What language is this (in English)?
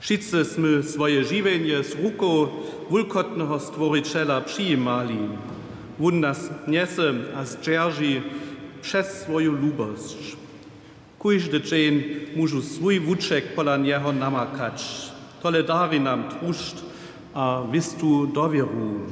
Upper Sorbian